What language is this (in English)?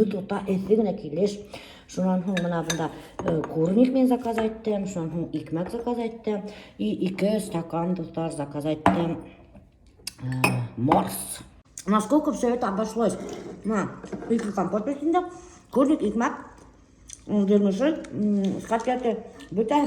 Bashkir